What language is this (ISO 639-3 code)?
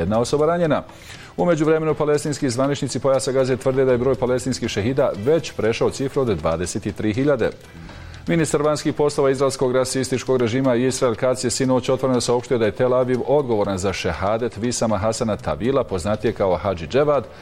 bos